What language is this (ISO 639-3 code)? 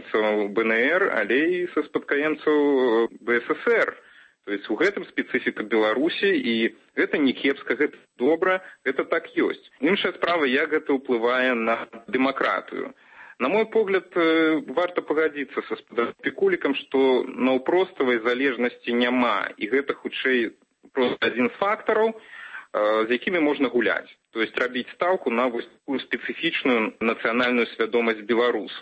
bel